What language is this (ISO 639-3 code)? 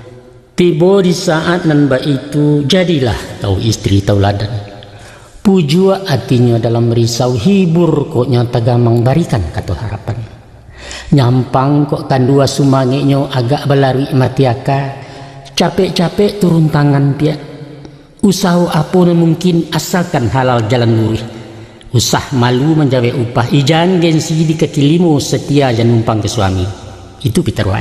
min